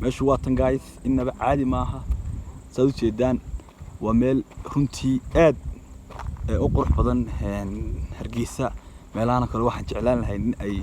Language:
Somali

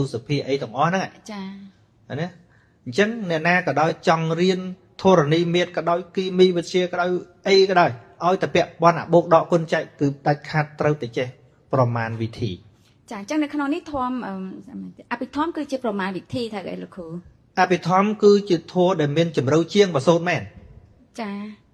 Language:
Khmer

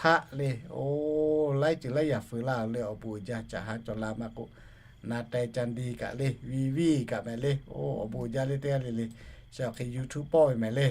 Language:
Lahu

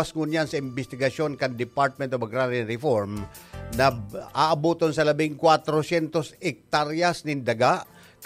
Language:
Bikol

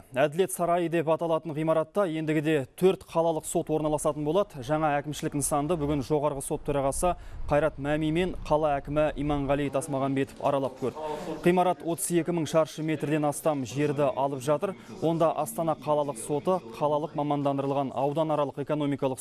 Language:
Kazakh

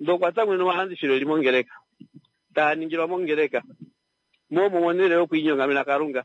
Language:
Kuanyama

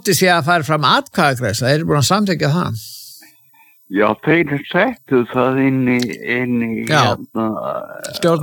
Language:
Icelandic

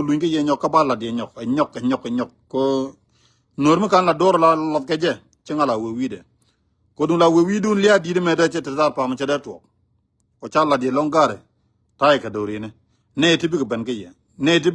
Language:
Nuer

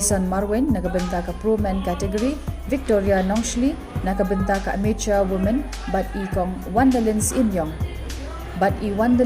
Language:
Khasi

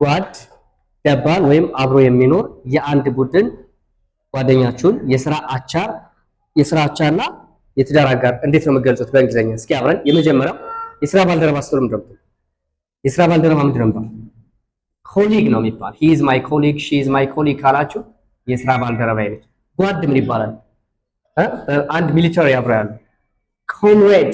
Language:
Amharic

